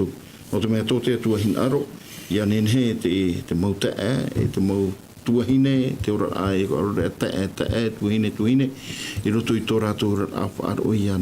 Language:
Tahitian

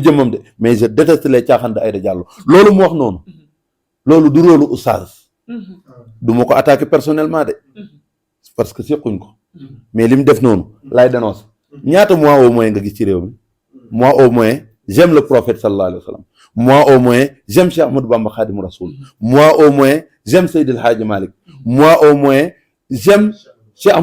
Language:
Wolof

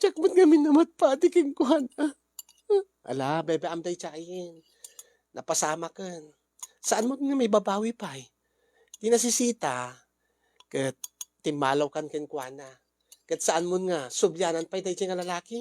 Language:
Iloko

